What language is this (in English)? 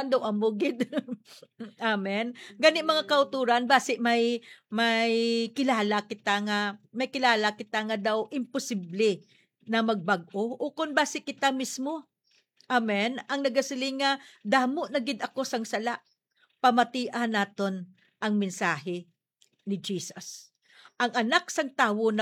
Hiligaynon